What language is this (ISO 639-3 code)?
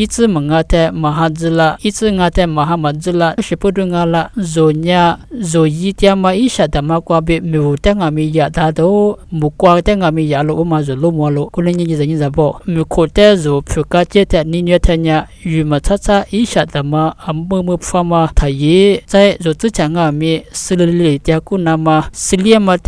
lis